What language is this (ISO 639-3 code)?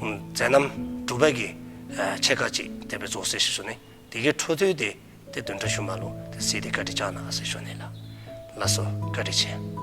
dzo